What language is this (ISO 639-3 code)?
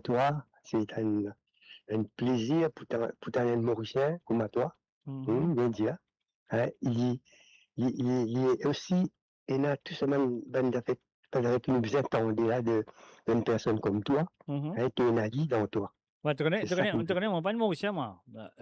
mfe